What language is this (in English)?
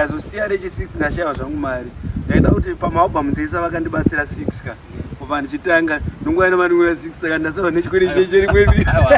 Shona